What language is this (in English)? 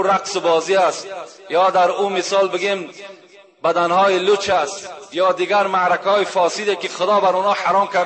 Tajik